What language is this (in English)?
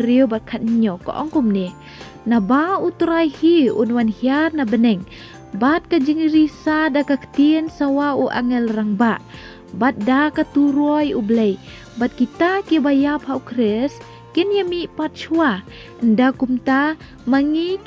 Khasi